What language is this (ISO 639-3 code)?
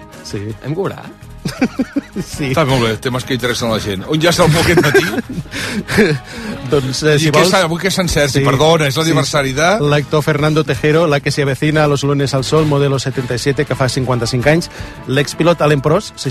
cat